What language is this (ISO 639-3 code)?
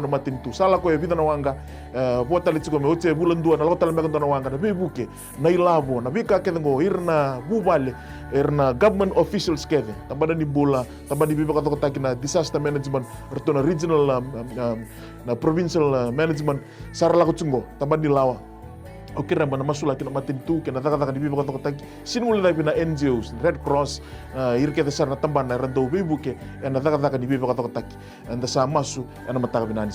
fij